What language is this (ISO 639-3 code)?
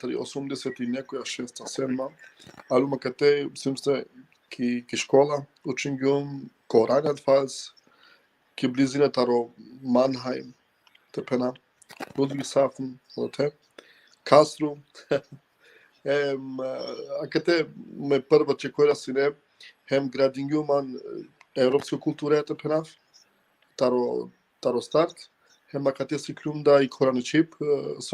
rmn